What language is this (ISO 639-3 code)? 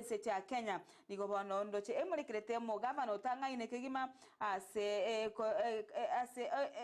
guz